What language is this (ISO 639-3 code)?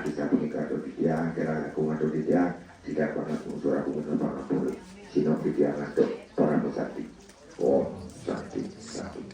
ban